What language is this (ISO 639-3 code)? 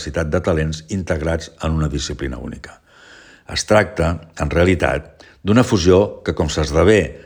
cat